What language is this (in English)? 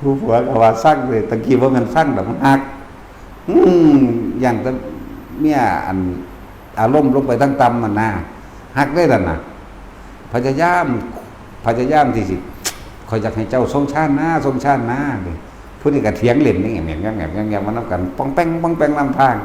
Northeastern Thai